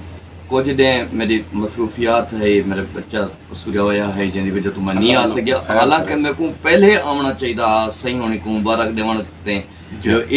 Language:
Saraiki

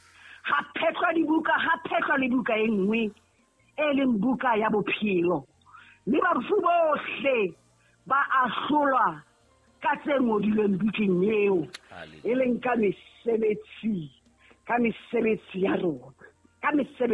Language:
Southern Sotho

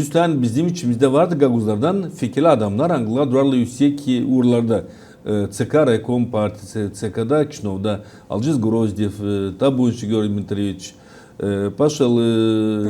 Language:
Gagauz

